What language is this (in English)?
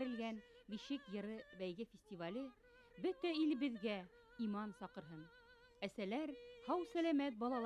Bashkir